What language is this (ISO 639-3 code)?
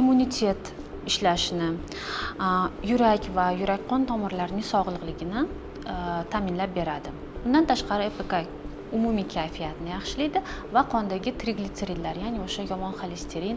uzb